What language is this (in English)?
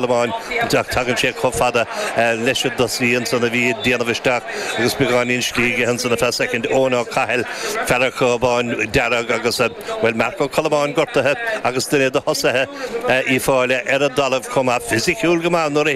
Irish